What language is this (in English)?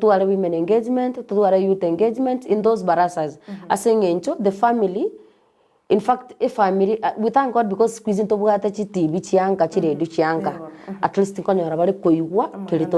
Gusii